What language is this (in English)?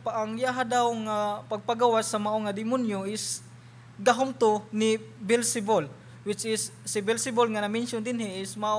Cebuano